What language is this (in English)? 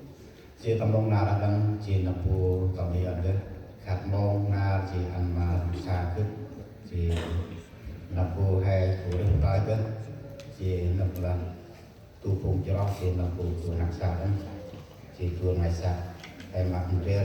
Central Mnong